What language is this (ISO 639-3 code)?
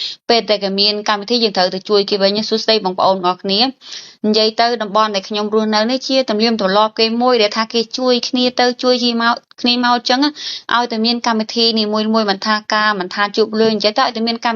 khm